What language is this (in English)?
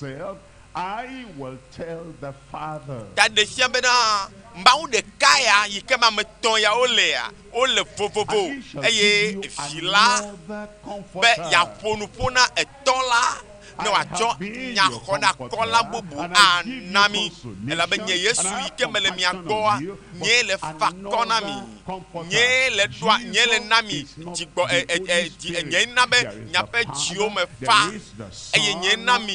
Ewe